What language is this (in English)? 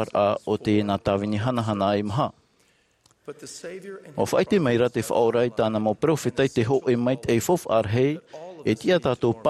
Tahitian